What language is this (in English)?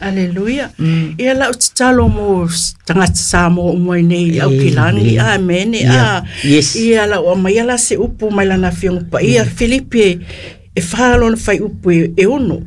Samoan